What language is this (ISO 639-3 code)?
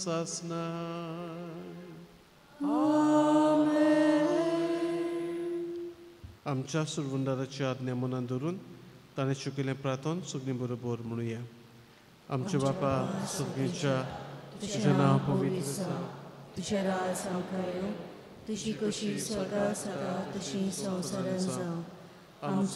kok